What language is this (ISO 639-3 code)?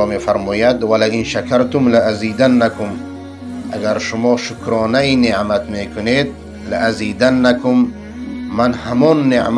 fas